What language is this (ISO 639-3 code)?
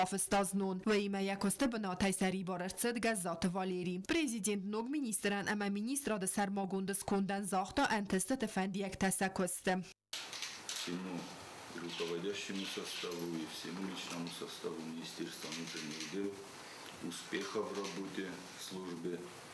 oss